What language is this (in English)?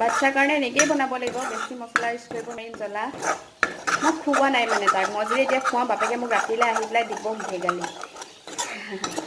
Assamese